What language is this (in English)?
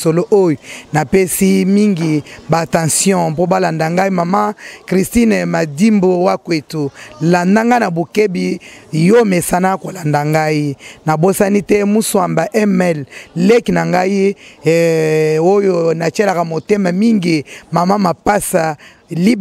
Lingala